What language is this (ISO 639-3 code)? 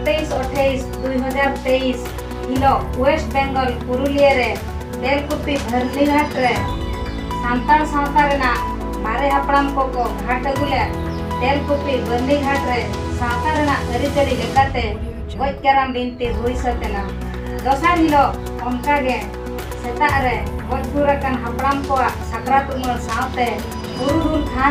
sat